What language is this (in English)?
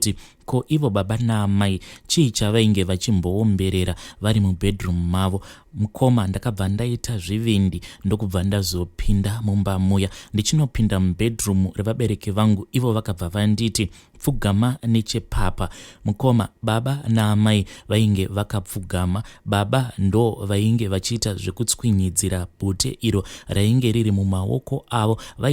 Shona